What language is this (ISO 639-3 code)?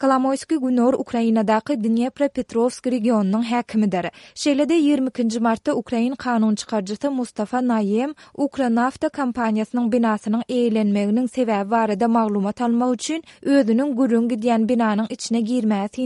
tuk